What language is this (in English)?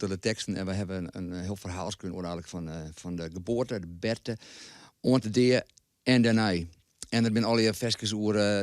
Western Frisian